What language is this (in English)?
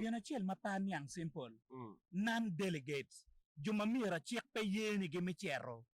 Acoli